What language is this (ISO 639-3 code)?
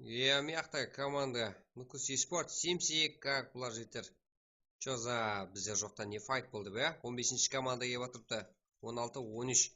kaa